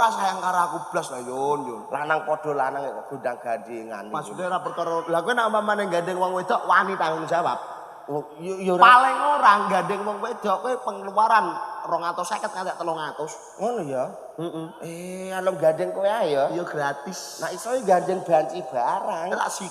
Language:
Javanese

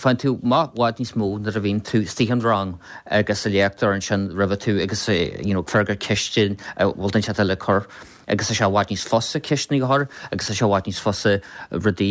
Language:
Irish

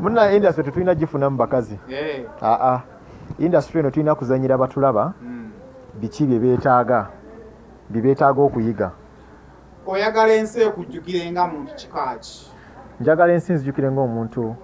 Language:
Ganda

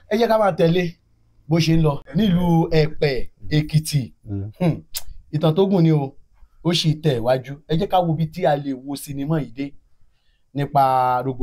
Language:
Yoruba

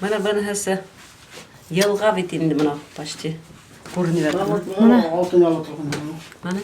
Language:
Bashkir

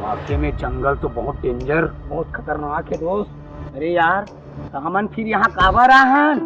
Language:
Chhattisgarhi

